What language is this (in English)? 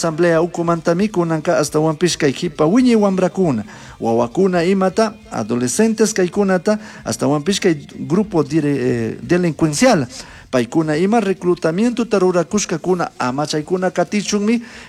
Chimborazo Highland Quichua